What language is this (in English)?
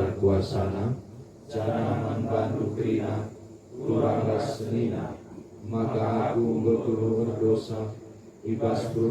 Batak Karo